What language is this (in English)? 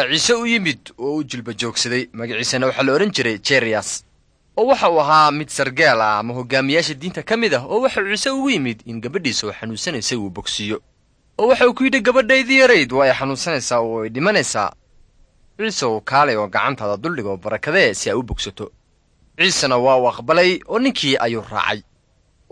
Somali